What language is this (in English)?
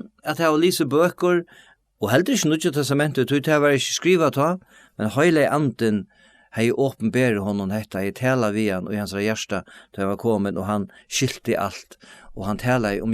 Faroese